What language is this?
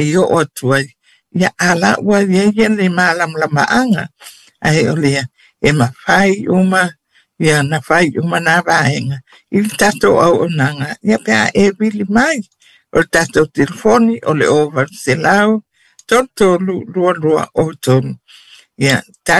Samoan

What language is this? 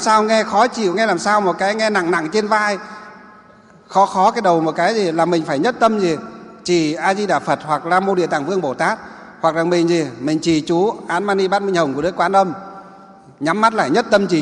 Vietnamese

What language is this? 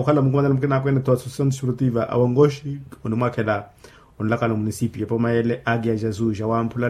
Makhuwa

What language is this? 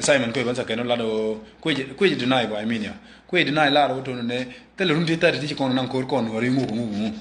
Nuer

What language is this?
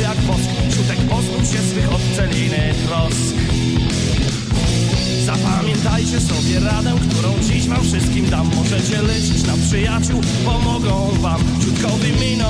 Polish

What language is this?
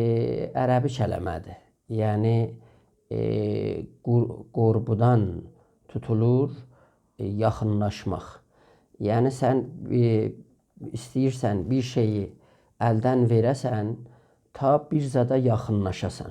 South Azerbaijani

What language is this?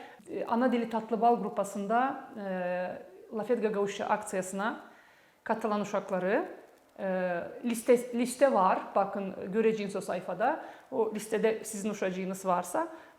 Gagauz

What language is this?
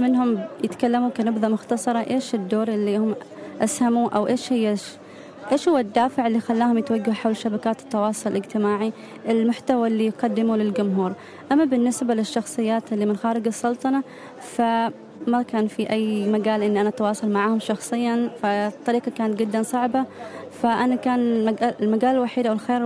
Gulf Arabic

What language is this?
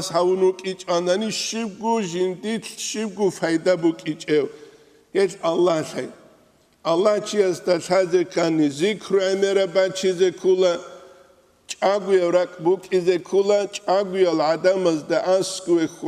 Avaric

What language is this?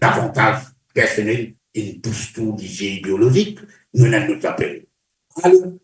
Morisyen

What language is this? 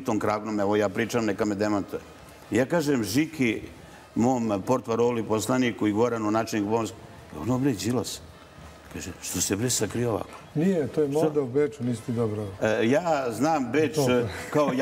Serbian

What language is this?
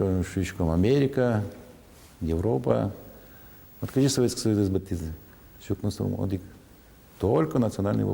Udmurt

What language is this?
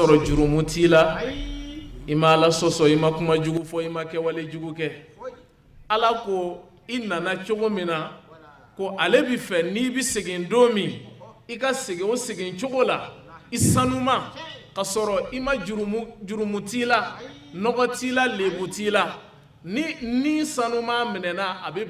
Bambara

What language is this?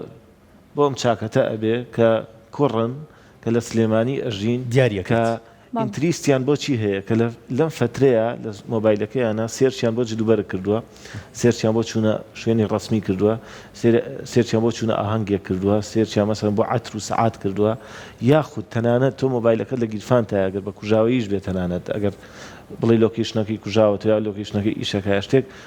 Central Kurdish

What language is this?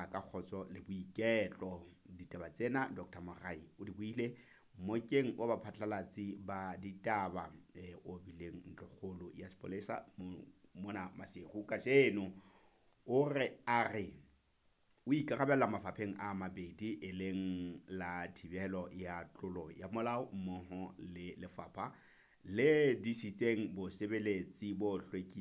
Southern Sotho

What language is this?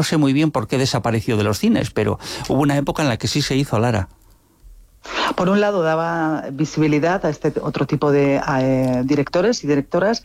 Spanish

